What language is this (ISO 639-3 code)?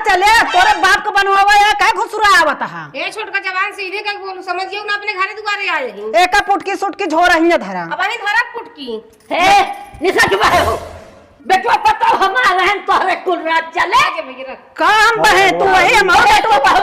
awa